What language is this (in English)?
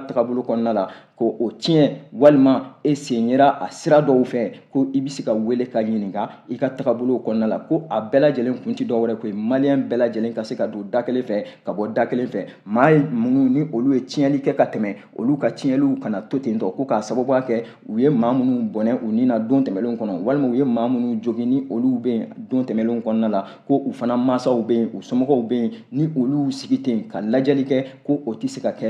Bambara